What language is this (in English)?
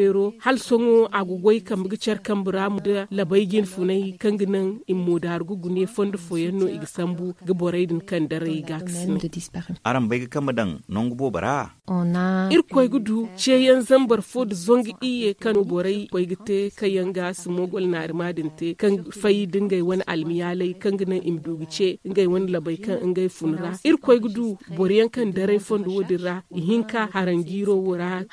Zarma